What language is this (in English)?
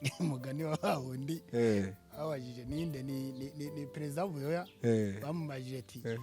Rundi